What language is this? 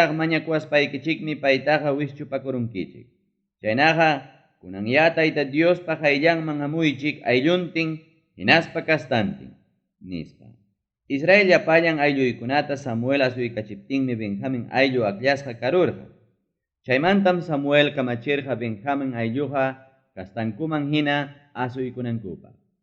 Ayacucho Quechua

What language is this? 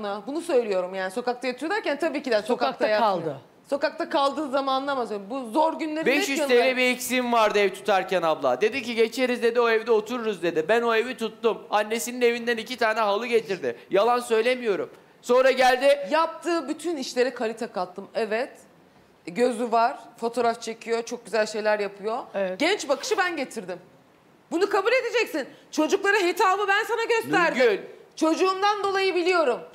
Turkish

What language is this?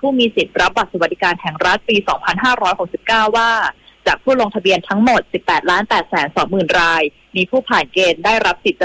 Thai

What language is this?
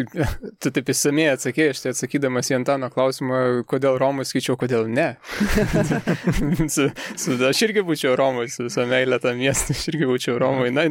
Lithuanian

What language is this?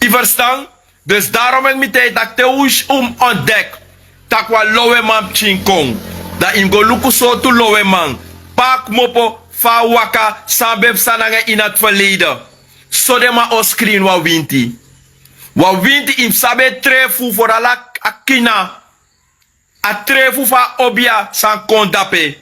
Sranan Tongo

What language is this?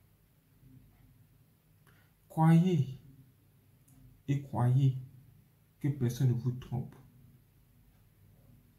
French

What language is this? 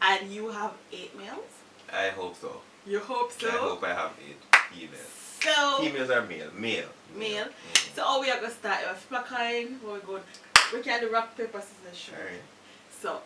Jamaican Creole English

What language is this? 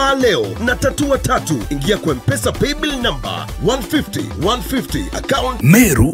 Meru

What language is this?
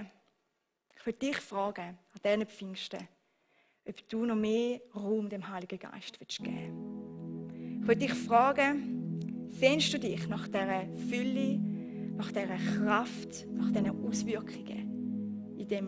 Swiss German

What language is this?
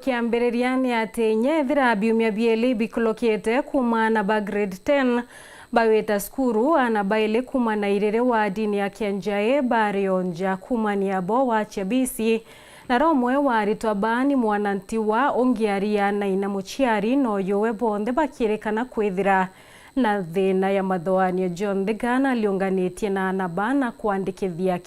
Meru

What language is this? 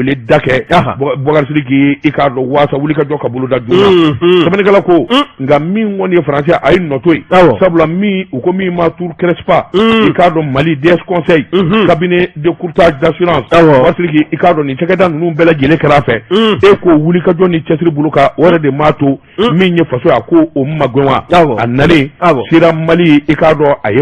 Bambara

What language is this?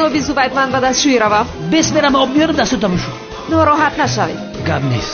Tajik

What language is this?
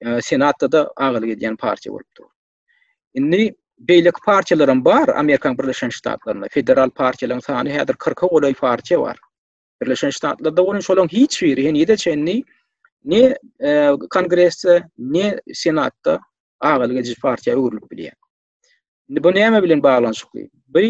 Turkmen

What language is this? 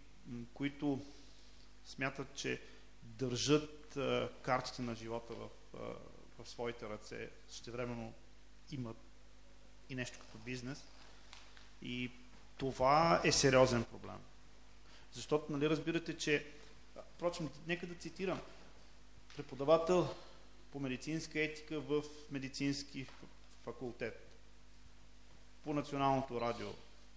Bulgarian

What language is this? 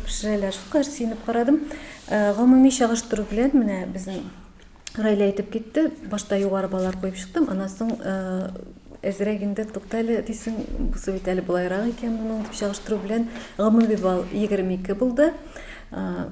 Tatar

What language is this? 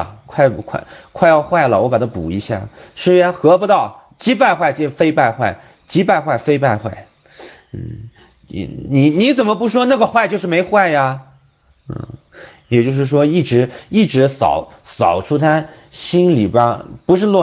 Chinese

